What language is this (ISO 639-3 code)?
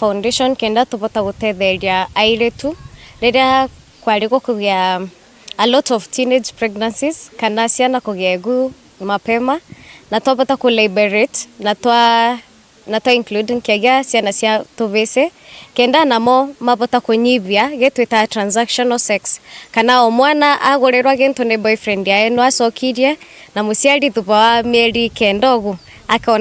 mer